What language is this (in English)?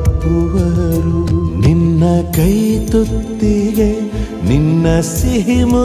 Kannada